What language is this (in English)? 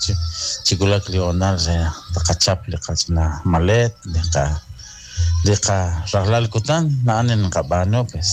Kekchí